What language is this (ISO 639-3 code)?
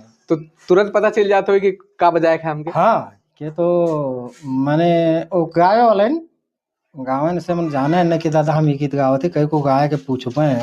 sck